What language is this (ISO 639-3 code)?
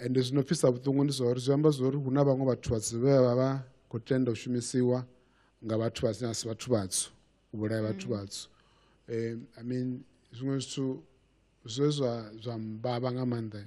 ven